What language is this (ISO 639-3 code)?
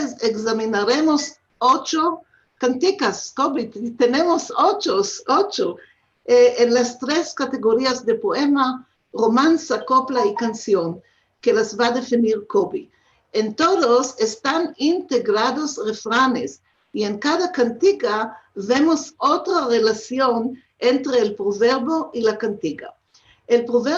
lad